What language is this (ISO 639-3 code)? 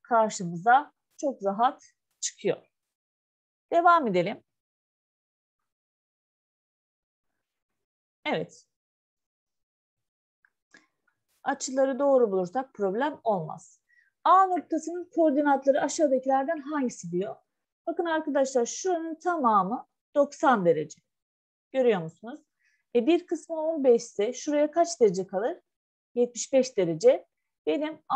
tur